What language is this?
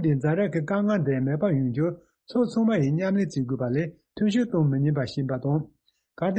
Tibetan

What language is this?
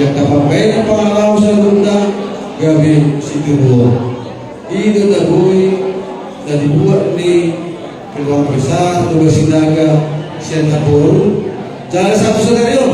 Batak Toba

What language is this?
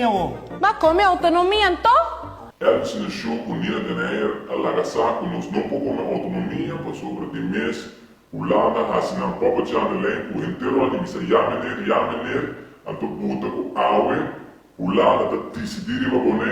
Papiamento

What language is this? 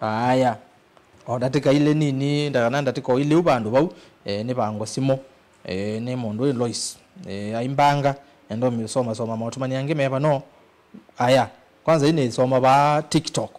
Kamba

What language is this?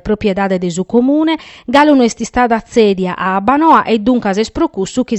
Sardinian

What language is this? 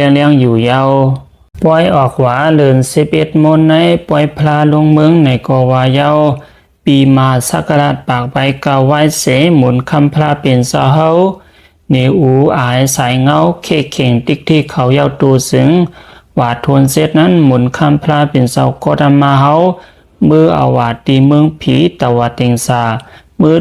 Shan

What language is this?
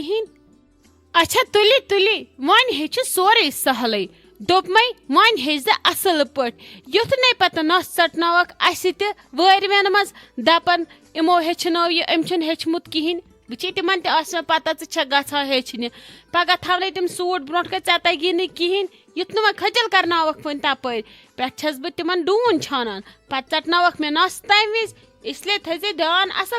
Kashmiri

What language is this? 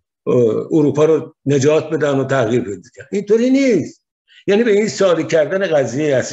Persian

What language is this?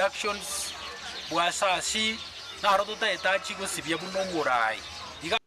Gusii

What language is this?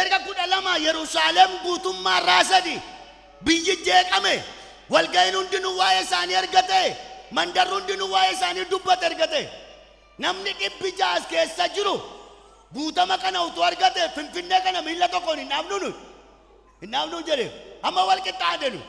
Oromo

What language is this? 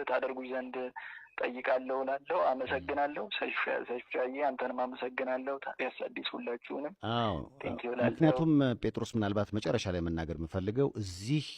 Amharic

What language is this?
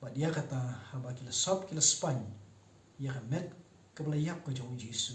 Khasi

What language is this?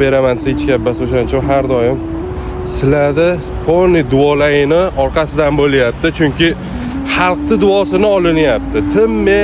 Uzbek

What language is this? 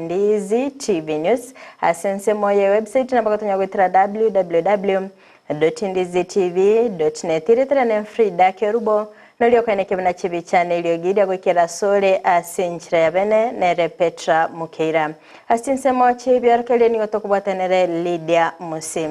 Gusii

